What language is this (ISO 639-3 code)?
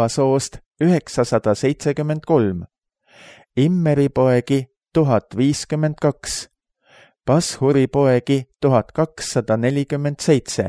est